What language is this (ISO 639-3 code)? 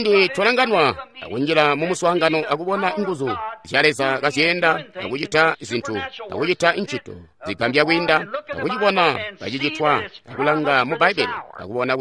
toi